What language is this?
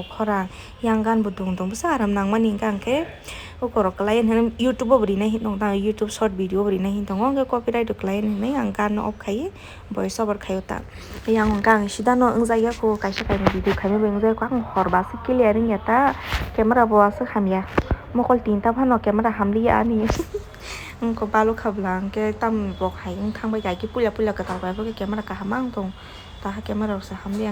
Kok Borok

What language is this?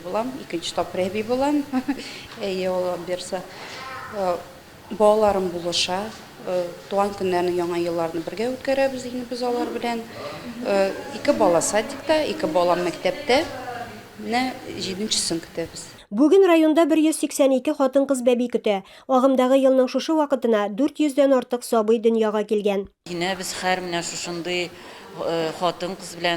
Tatar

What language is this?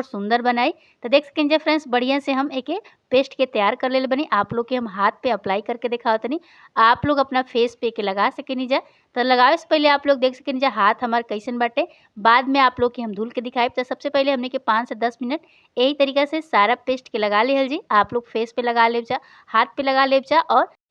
Bhojpuri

